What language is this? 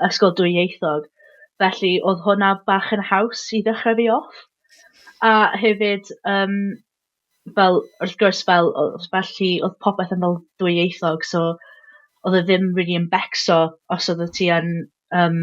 Welsh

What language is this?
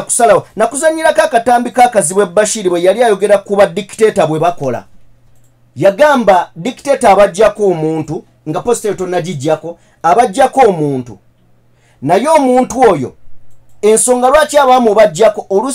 Ganda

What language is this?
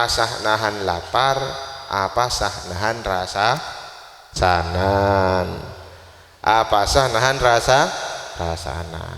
Madurese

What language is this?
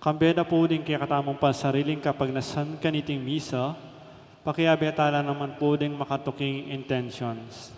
Pampanga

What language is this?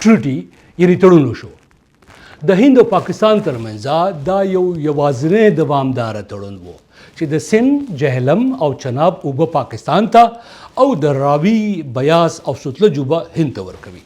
Pashto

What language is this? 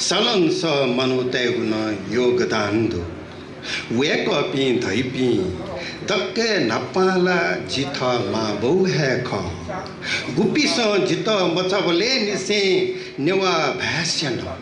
Newari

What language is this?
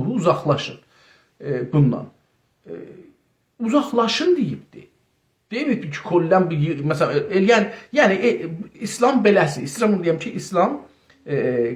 South Azerbaijani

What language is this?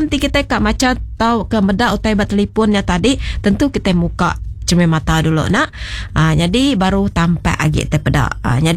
Iban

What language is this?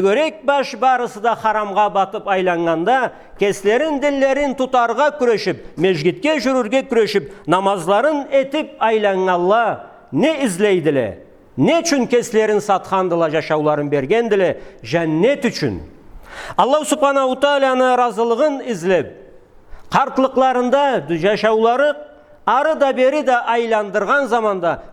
Karachay-Balkar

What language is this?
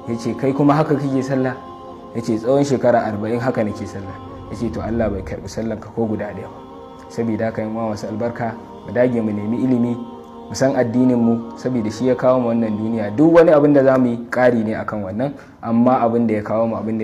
Hausa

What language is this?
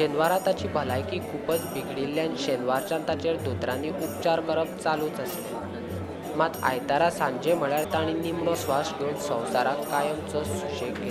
Konkani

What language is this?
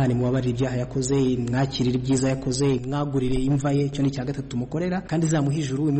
Kinyarwanda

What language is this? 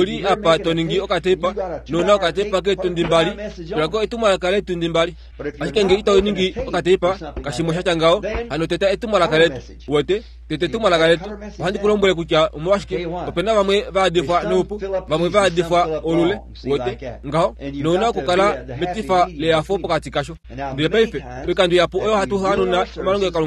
Kuanyama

